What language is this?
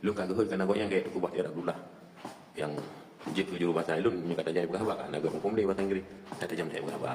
Achinese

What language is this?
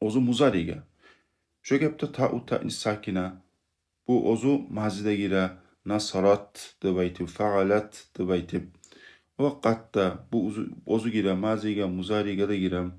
Kumyk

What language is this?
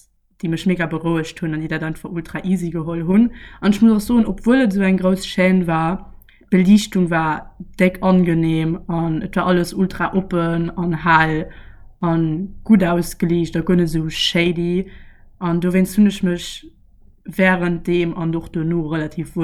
Luxembourgish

